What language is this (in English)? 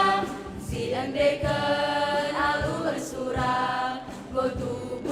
Batak Karo